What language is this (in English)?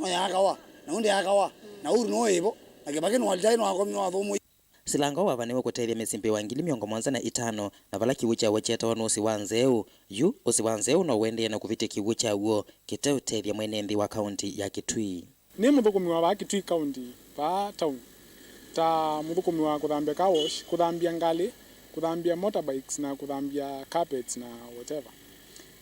Kamba